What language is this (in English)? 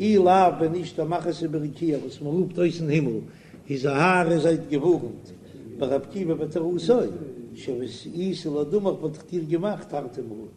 Yiddish